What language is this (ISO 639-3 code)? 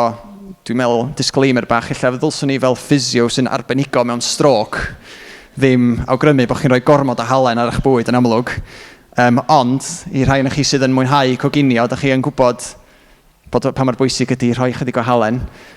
cym